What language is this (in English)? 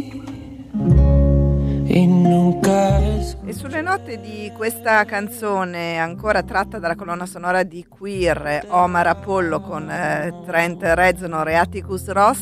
Italian